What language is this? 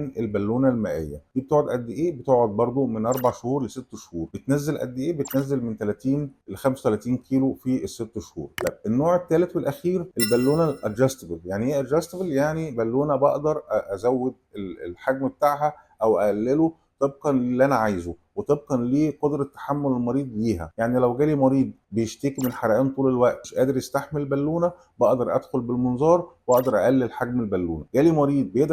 Egyptian Arabic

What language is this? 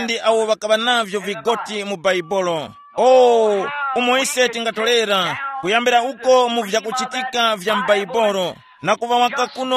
Tumbuka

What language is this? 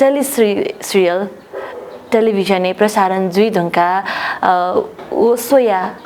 Newari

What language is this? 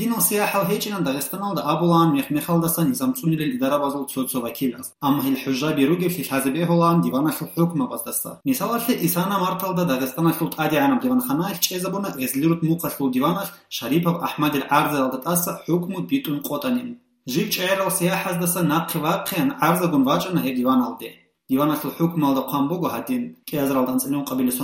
Avaric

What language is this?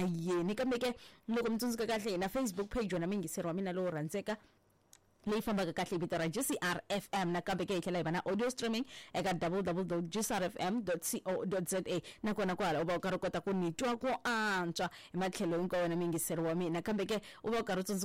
Tsonga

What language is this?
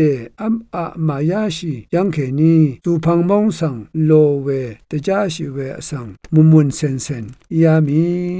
Rawang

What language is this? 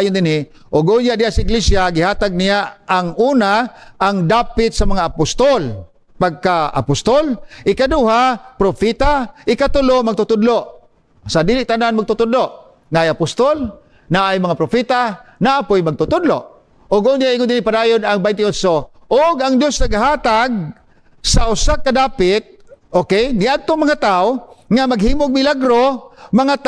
Cebuano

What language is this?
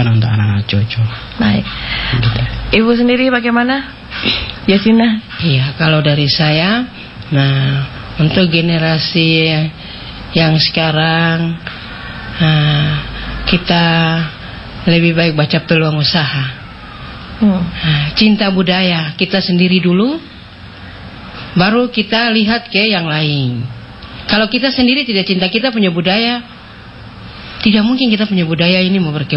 Indonesian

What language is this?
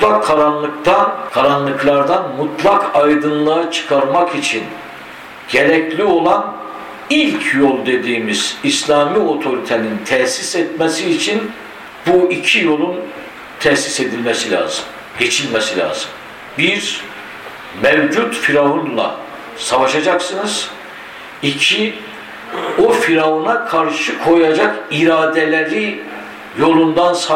Turkish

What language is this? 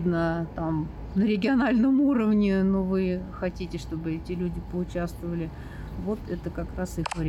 Russian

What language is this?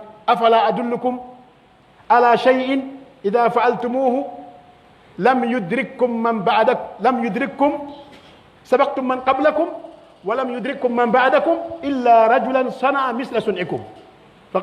Pular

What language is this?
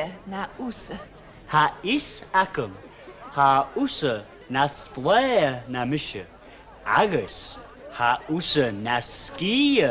Scottish Gaelic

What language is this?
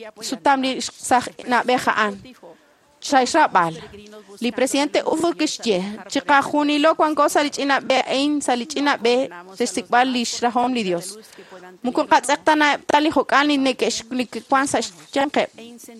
Kekchí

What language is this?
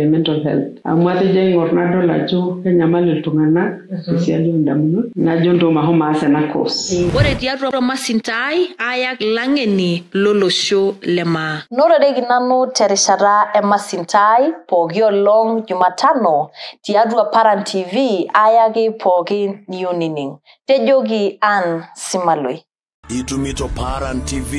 Masai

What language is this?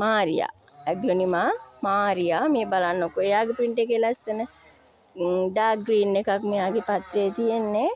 Sinhala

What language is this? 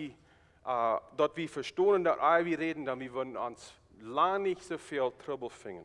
Plautdietsch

